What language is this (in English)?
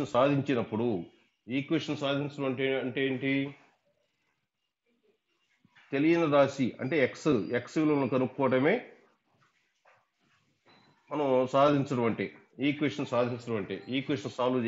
Telugu